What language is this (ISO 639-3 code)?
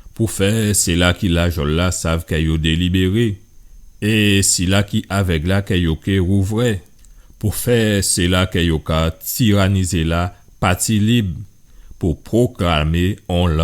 gcf